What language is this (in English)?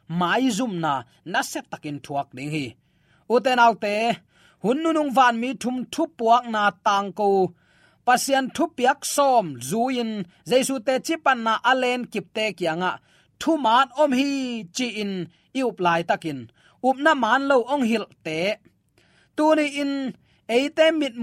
Tedim Chin